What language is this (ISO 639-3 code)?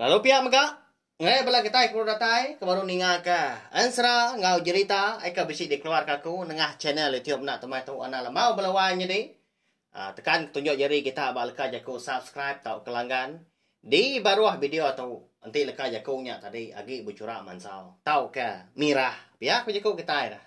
iba